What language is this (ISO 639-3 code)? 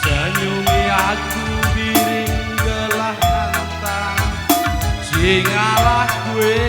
btx